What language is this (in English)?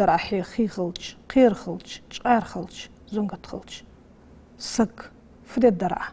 Ingush